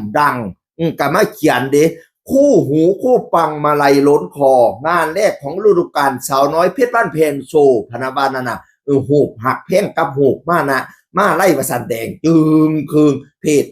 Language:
Northeastern Thai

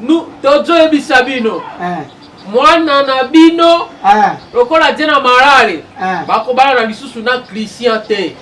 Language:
Lingala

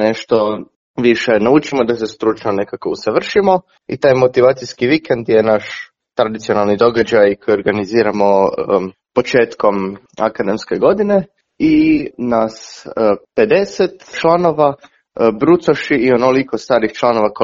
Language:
Croatian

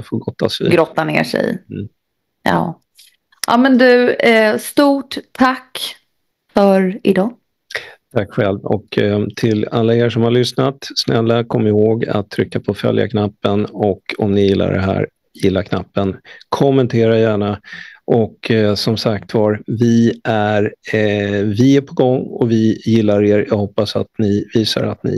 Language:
Swedish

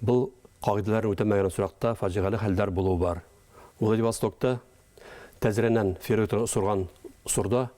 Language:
Bashkir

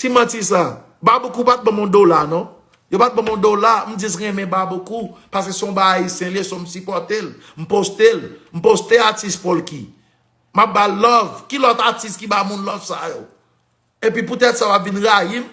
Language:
Haitian Creole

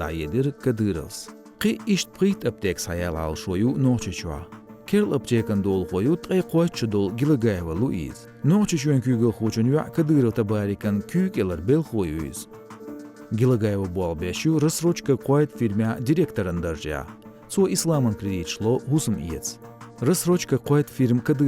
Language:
Chechen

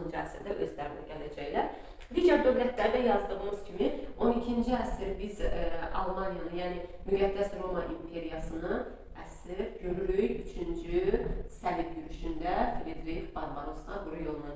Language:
Azerbaijani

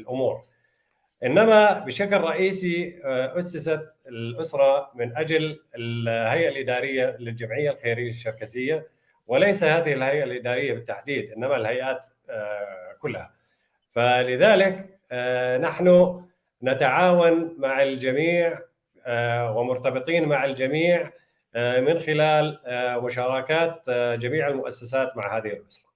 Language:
North Levantine Arabic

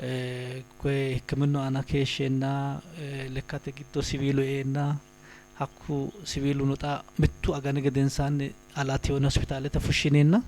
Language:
Sidamo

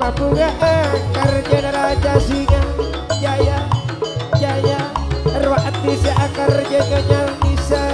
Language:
Madurese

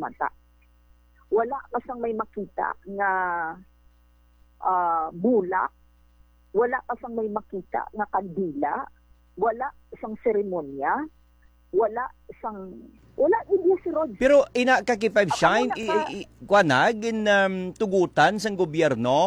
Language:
Hiligaynon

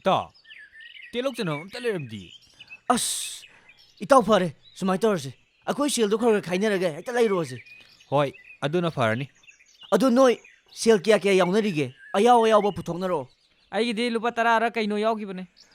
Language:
Manipuri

